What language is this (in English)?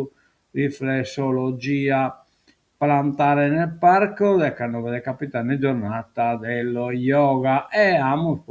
Sardinian